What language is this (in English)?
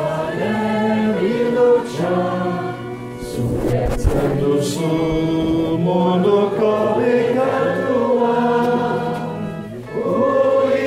Basque